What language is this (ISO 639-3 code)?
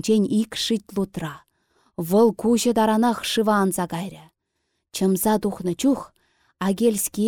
chv